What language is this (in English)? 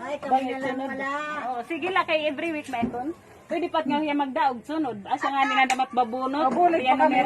Waray